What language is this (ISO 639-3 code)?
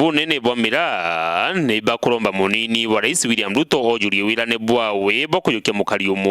mer